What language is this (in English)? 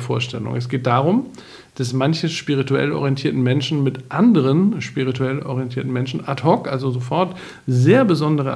German